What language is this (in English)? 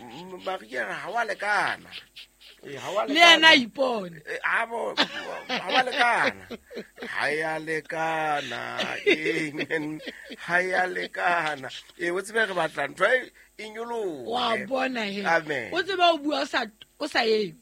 Southern Sotho